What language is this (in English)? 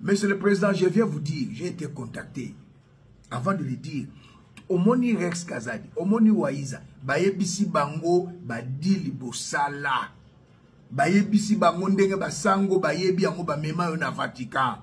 Lingala